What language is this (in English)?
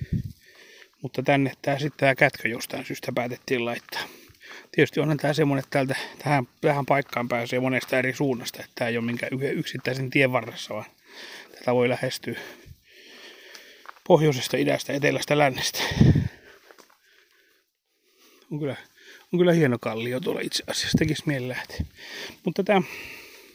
Finnish